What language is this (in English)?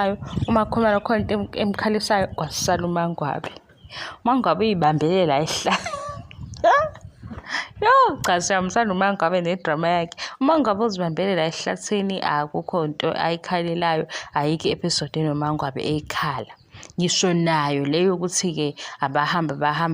Zulu